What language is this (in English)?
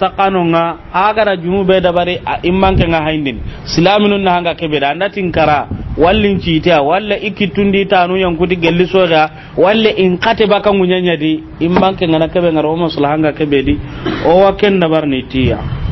Soninke